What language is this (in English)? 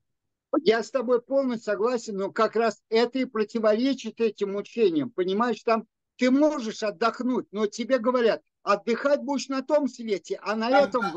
Russian